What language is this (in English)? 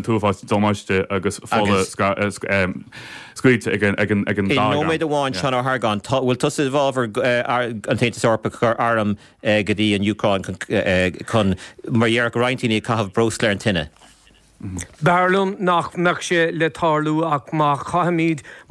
Irish